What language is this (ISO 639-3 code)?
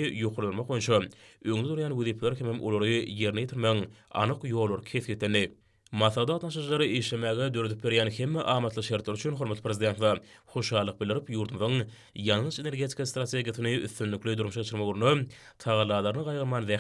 tuk